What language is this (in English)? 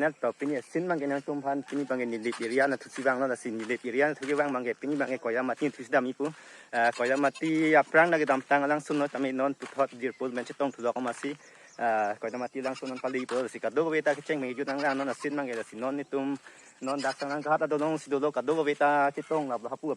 Karbi